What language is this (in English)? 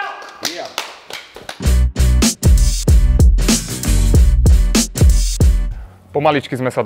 Slovak